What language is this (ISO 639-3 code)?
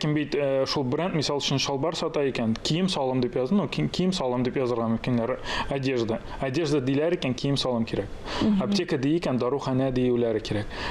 tat